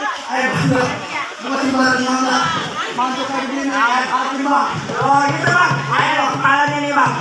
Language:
Betawi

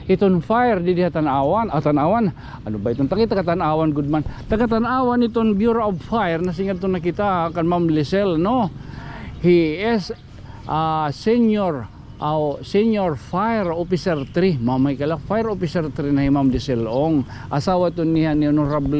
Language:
Waray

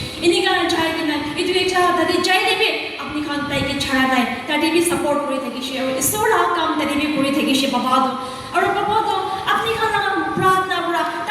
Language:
Yimchungru Naga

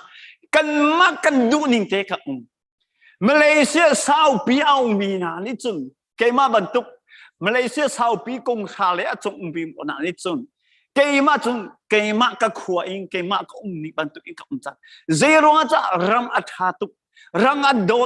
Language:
Hakha Chin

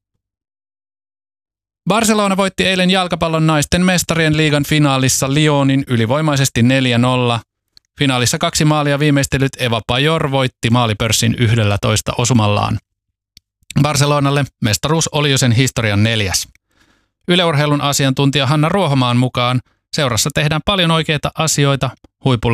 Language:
Finnish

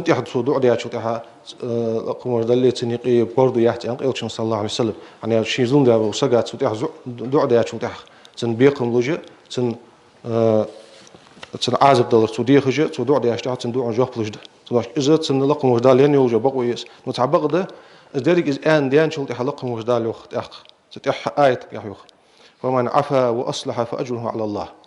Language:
Ingush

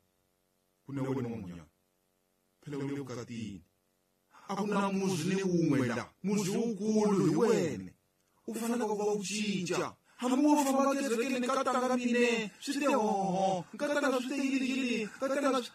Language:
Tsonga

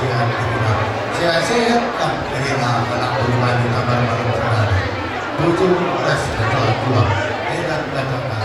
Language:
Batak Karo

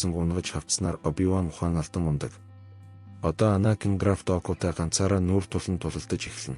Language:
Mongolian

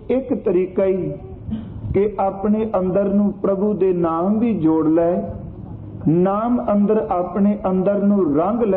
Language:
Punjabi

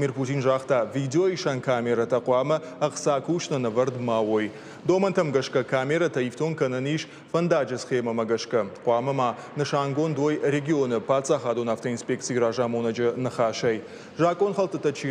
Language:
Ossetic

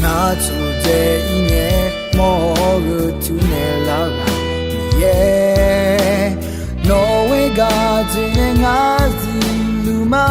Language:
Akha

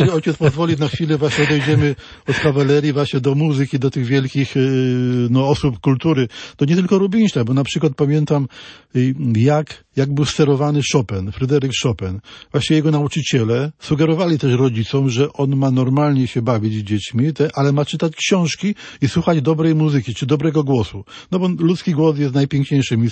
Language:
Polish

